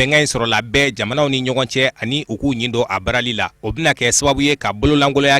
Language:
Bambara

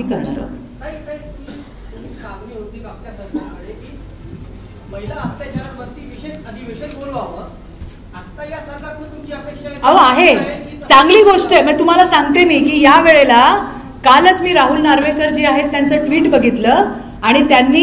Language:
Marathi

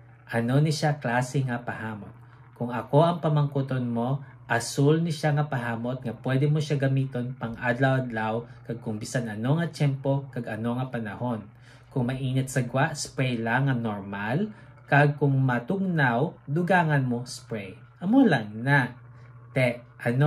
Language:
Hiligaynon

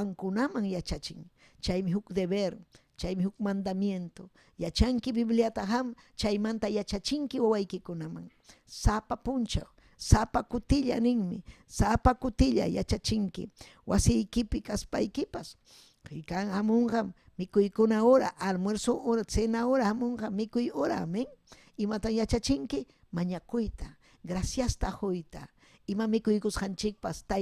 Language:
Ayacucho Quechua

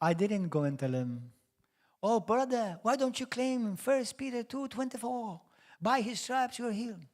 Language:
English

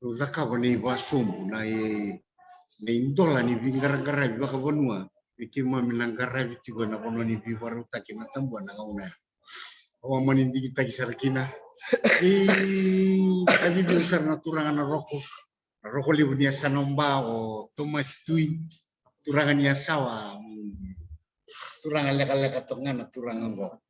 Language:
Fijian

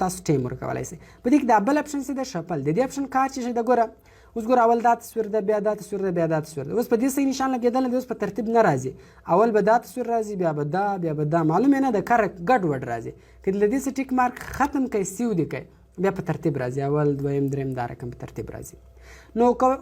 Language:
Pashto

